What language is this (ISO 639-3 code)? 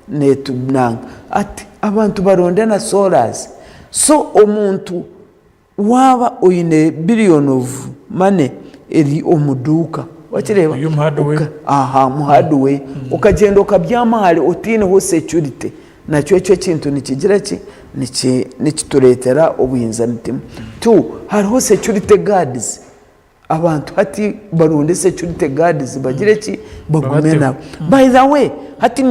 nyn